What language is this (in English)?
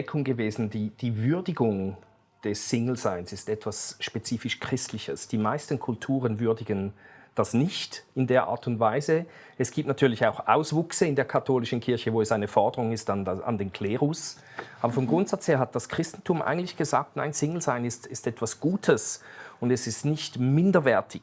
Swiss German